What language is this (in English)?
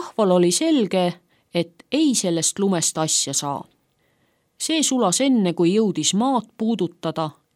Estonian